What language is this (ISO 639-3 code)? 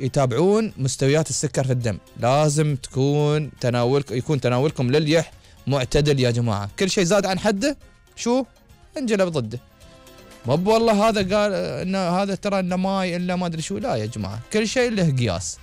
afb